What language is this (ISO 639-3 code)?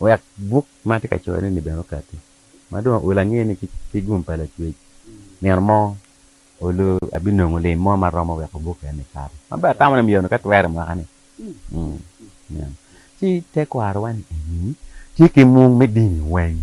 ach